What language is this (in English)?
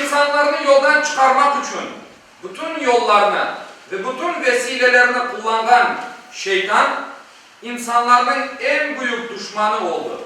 Crimean Tatar